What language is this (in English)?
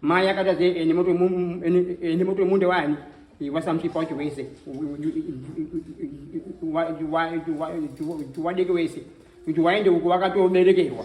Shona